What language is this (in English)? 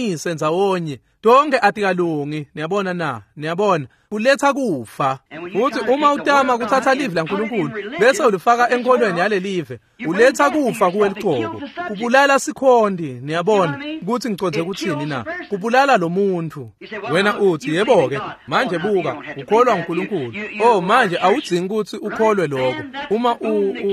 Swati